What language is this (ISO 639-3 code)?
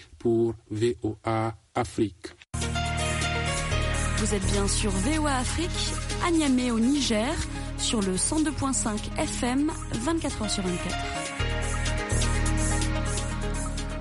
fra